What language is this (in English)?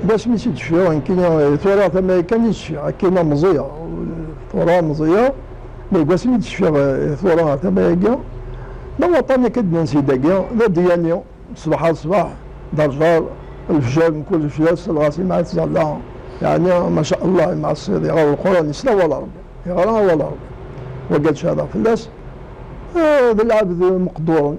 Kabyle